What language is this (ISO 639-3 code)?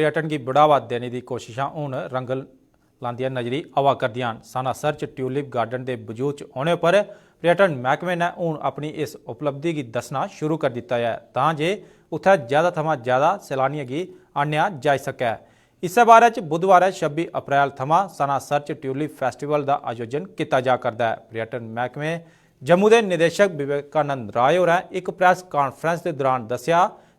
doi